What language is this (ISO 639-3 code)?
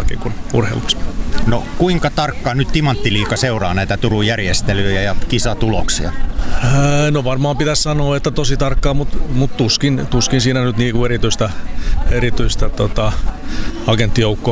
fin